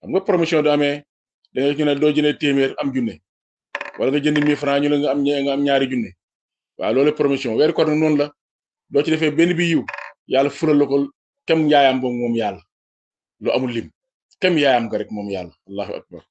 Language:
Wolof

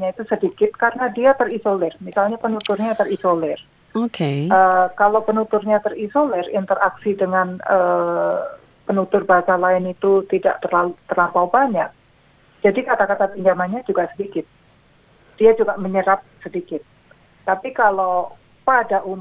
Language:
Indonesian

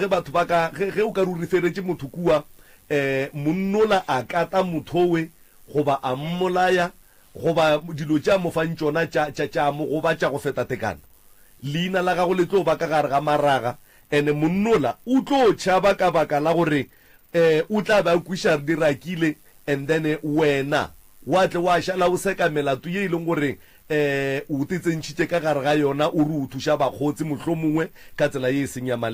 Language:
Northern Sotho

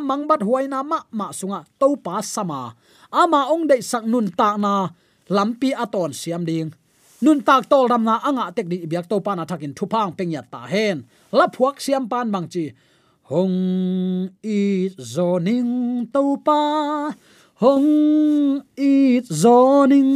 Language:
Tedim Chin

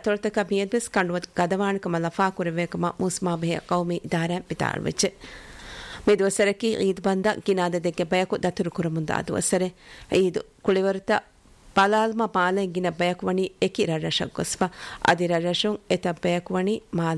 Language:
Divehi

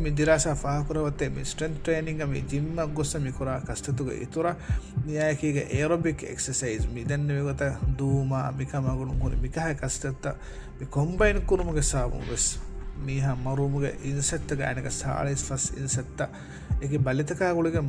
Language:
Divehi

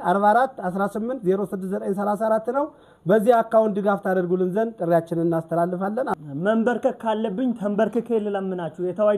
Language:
Amharic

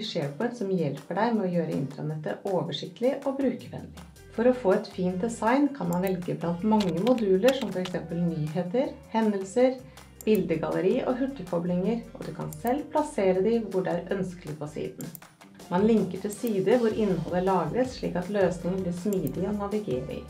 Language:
Norwegian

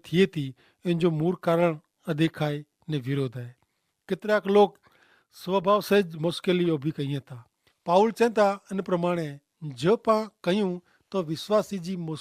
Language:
Kachhi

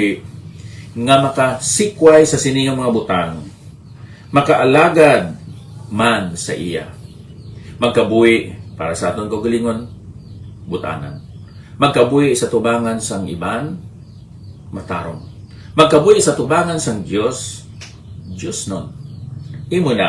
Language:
Hiligaynon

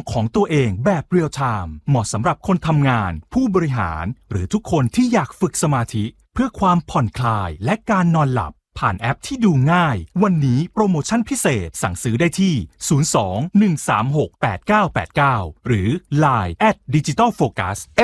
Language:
Thai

